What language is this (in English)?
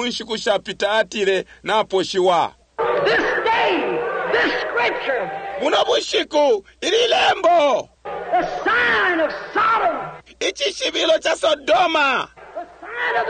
Bemba